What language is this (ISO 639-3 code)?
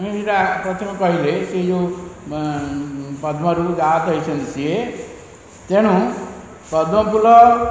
ori